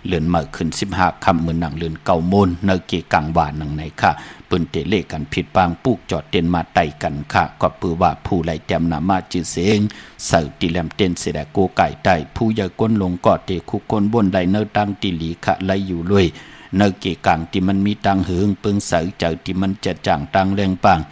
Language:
Shan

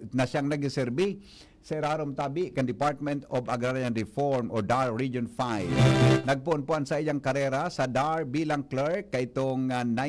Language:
Bikol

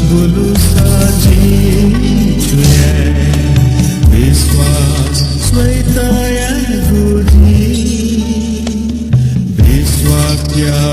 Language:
Newari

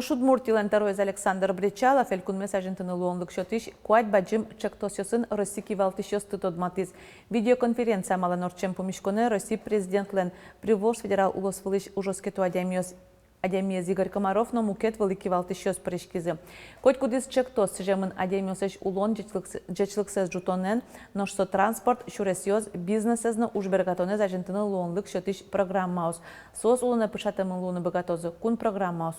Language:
Udmurt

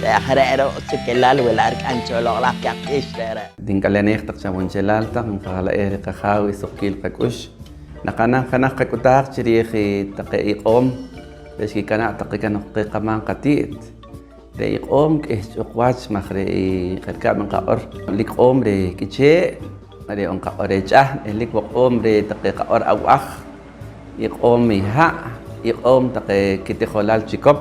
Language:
Poqomchi'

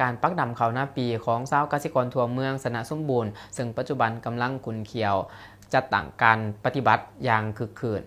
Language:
Lao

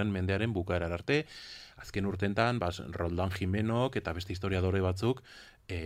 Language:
Basque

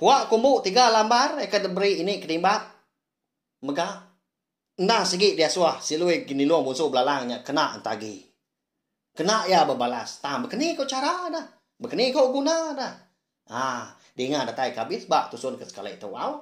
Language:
Iban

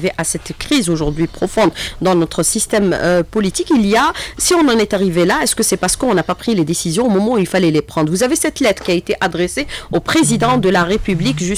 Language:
French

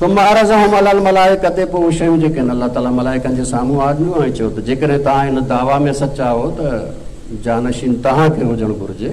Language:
Sindhi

